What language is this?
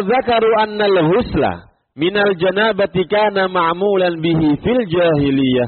Indonesian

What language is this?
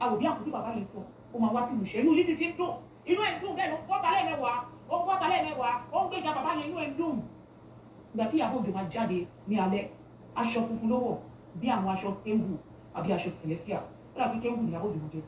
Yoruba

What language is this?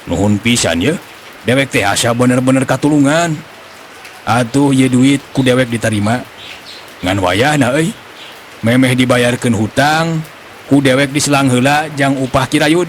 Sundanese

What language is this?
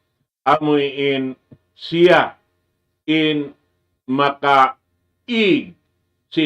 Tausug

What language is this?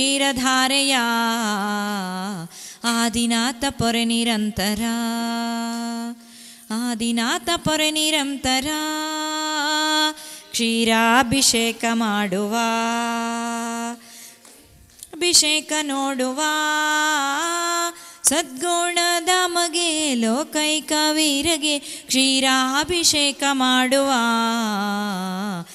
Kannada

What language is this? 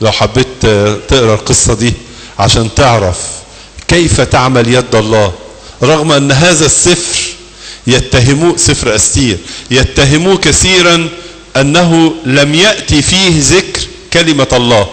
Egyptian Arabic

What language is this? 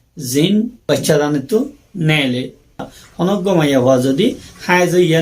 Rohingya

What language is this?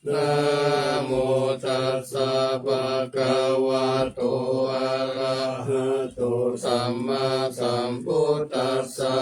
Pali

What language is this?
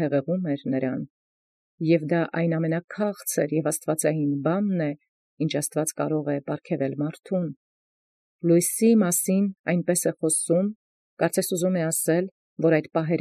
Armenian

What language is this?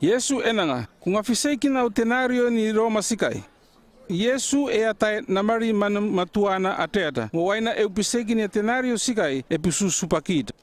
North Efate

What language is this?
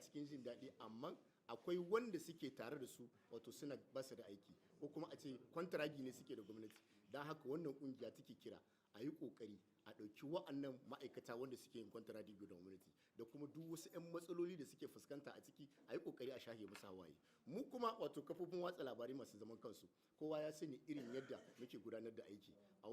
Hausa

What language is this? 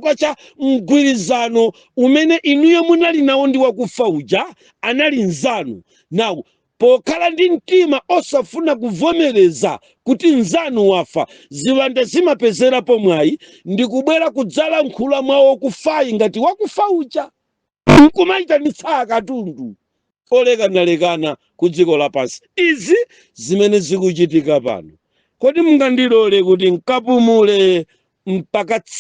Nyanja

